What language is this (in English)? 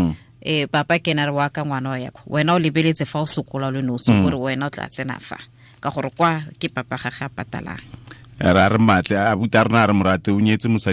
Tswana